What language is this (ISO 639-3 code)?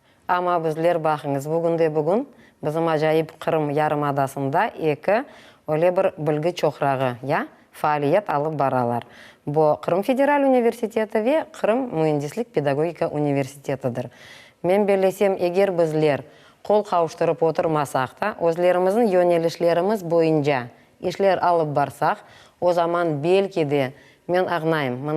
crh